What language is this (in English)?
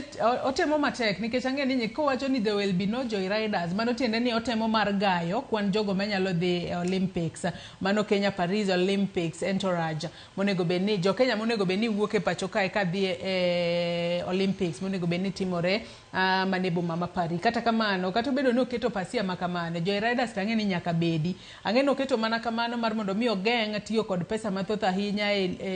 Luo (Kenya and Tanzania)